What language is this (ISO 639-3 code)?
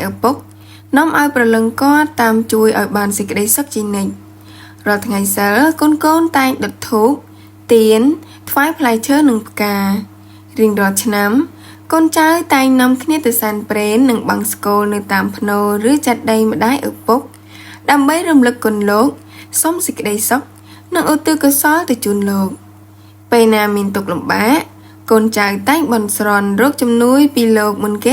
khm